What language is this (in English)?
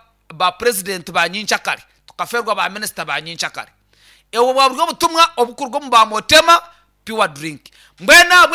Nyankole